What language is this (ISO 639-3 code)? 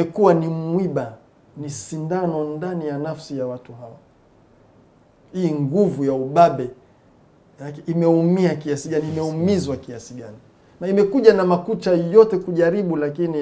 swa